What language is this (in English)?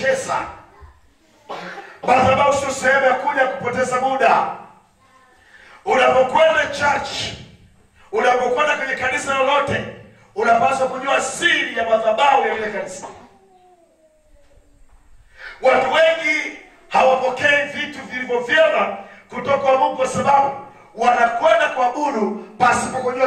Swahili